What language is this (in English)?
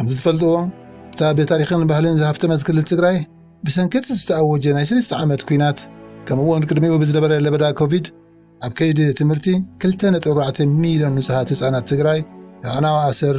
Tigrinya